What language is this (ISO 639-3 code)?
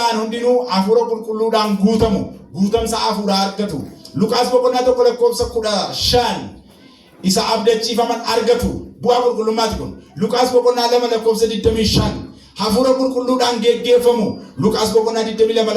orm